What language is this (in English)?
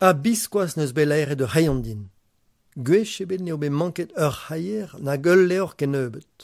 Breton